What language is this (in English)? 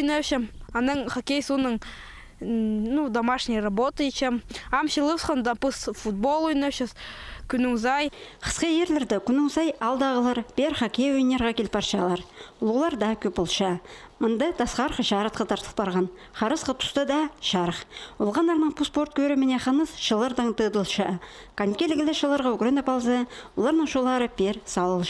Khakas